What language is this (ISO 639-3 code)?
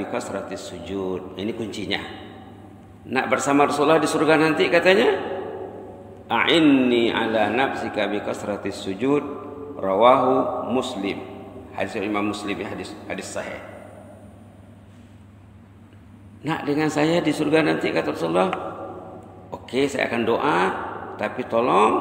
msa